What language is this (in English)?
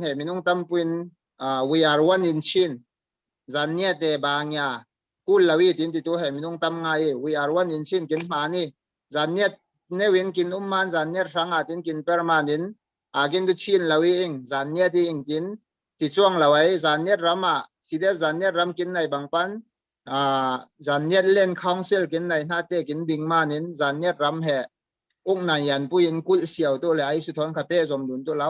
Falam Chin